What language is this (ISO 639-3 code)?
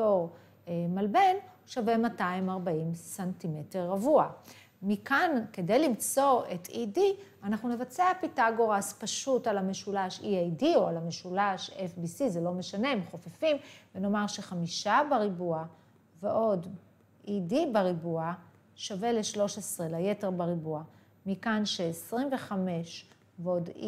heb